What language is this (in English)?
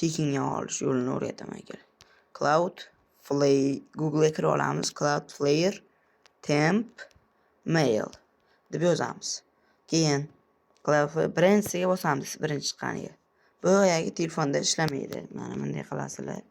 Uzbek